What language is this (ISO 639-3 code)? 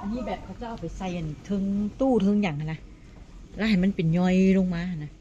tts